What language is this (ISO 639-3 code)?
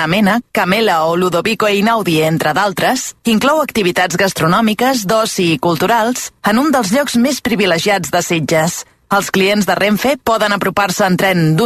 cat